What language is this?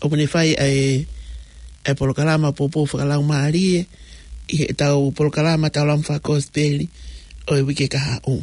Tongan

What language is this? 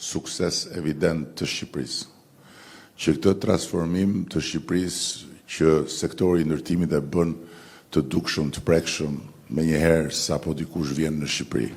Albanian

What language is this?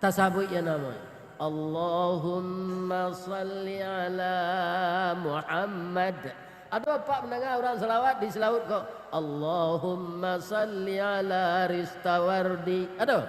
Minangkabau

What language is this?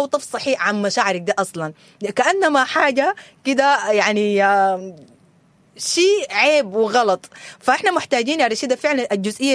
Sudanese Arabic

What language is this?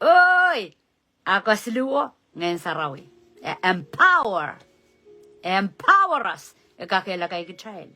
Pohnpeian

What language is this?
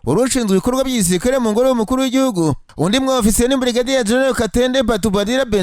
Kinyarwanda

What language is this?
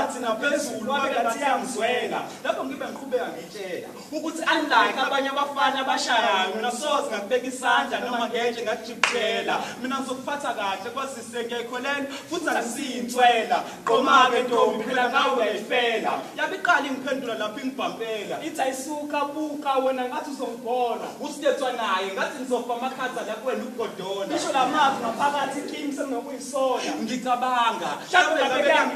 Zulu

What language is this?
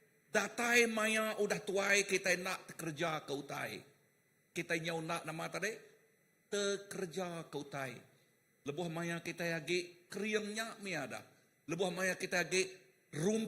Iban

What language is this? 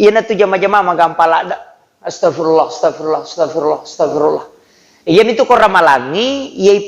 Buginese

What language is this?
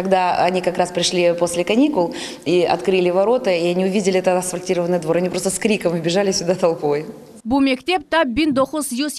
Crimean Tatar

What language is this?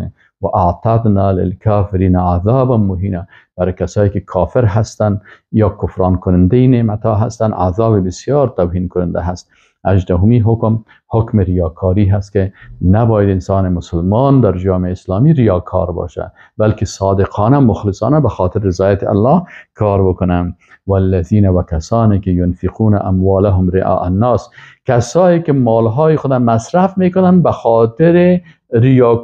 Persian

